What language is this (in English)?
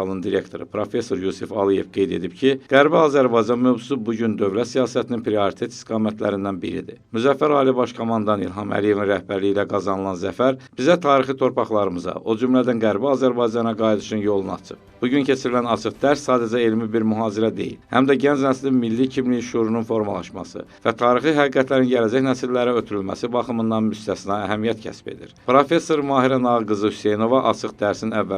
Azerbaijani